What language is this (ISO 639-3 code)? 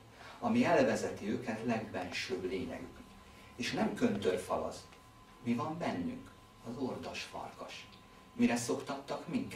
hun